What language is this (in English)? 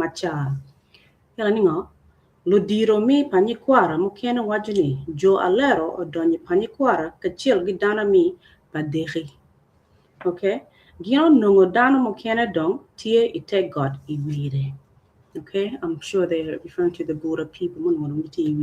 Acoli